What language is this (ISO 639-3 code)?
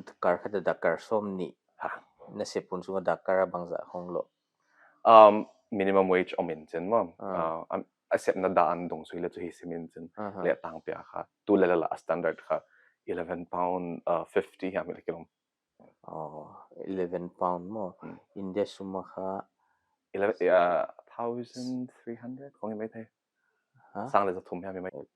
pck